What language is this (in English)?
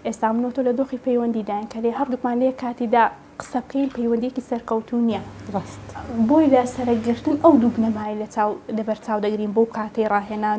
Central Kurdish